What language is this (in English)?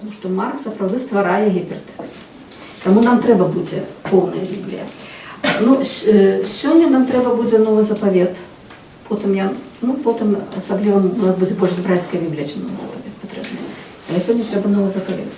Belarusian